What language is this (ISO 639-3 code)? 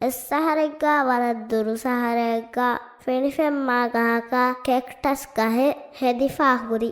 div